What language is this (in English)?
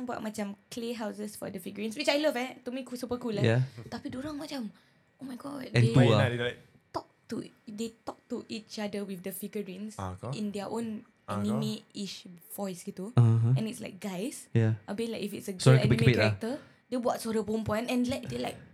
Malay